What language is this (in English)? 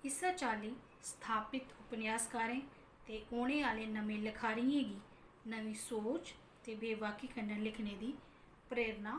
Dogri